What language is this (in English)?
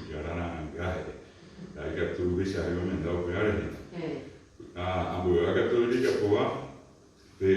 Guarani